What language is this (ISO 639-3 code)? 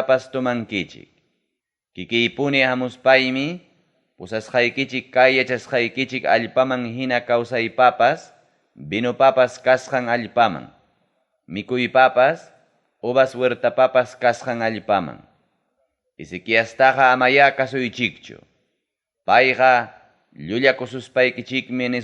quy